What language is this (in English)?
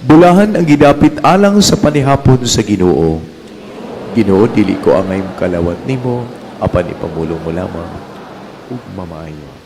Cebuano